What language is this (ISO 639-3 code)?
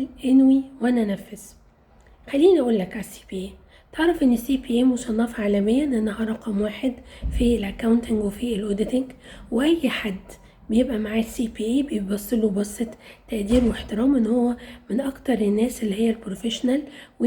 arz